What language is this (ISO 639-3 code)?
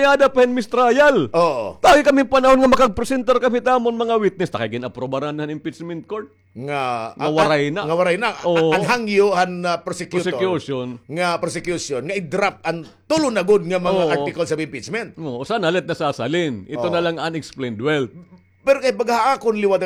war